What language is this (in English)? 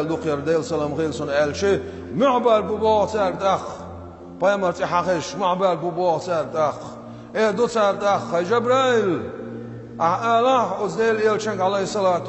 Chechen